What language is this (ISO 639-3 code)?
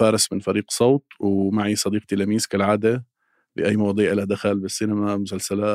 apc